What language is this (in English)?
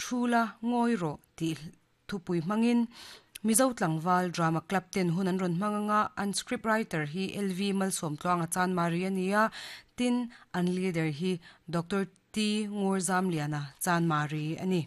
Mizo